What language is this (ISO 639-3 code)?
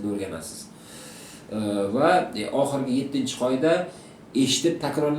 uzb